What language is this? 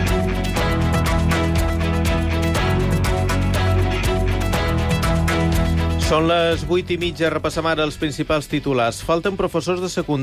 Catalan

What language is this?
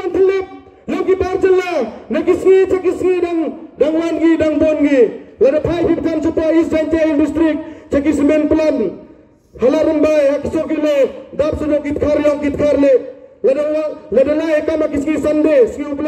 Pnar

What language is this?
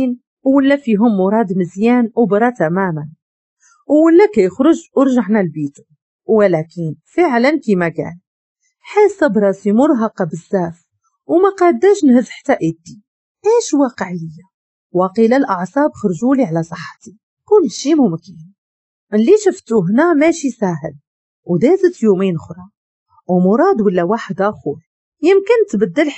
Moroccan Arabic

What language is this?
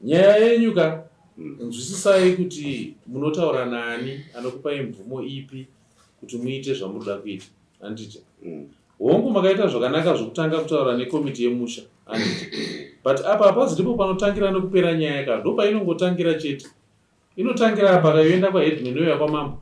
Shona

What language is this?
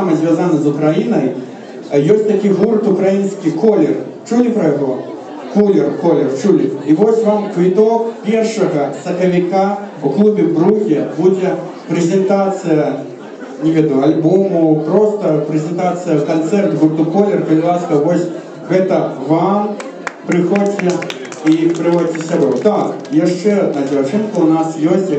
Belarusian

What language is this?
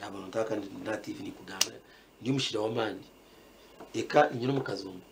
Nyankole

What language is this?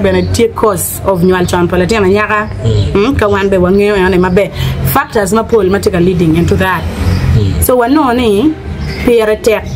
Acoli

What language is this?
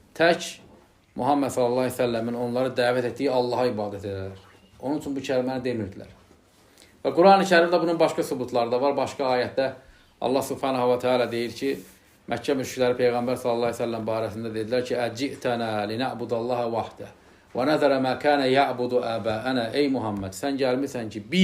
Azerbaijani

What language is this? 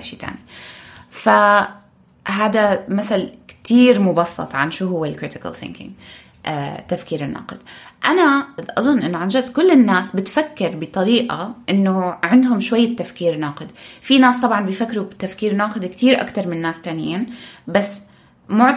North Levantine Arabic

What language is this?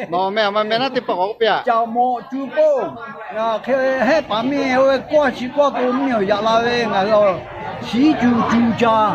Lahu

